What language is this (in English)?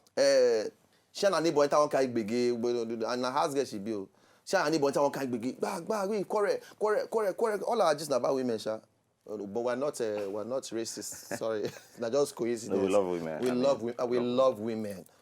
Nigerian Pidgin